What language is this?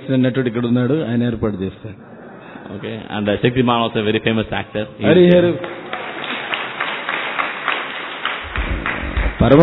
Telugu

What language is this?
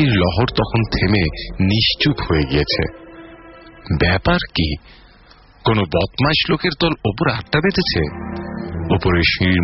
Bangla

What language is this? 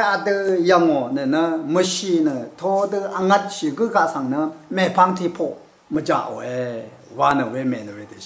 Rawang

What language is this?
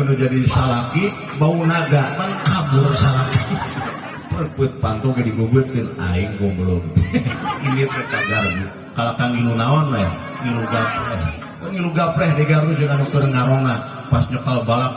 Sundanese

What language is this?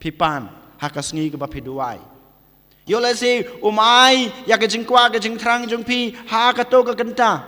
Khasi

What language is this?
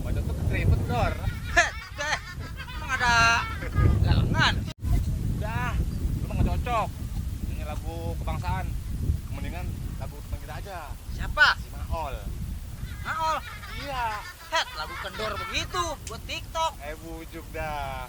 Betawi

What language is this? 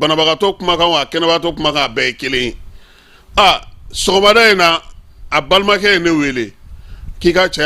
Bambara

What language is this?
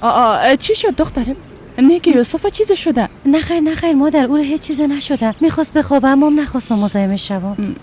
Persian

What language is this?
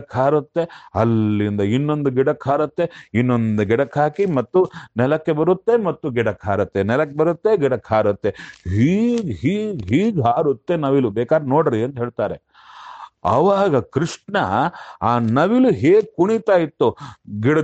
Kannada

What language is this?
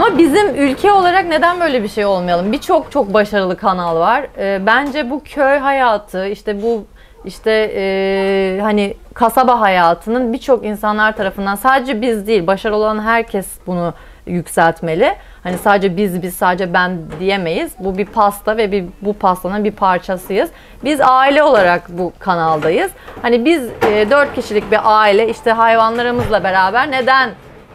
Turkish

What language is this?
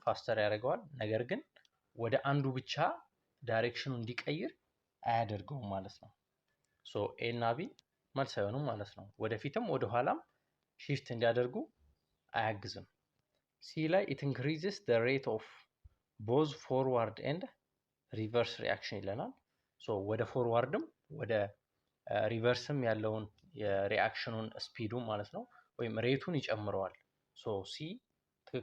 Amharic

